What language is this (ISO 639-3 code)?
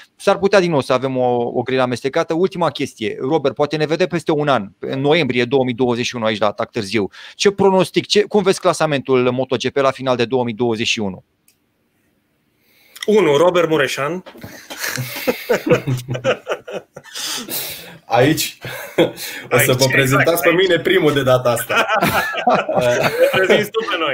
ron